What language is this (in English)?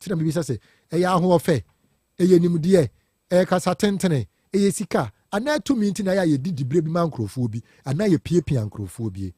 Akan